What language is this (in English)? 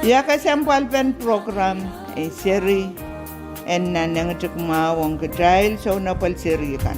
Pohnpeian